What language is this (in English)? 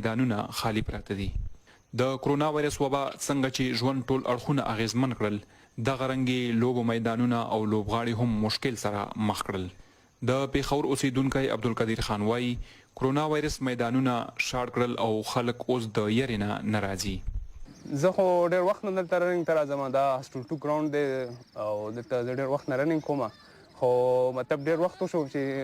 Pashto